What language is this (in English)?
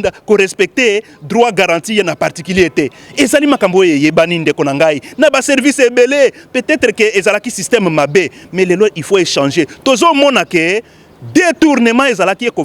Lingala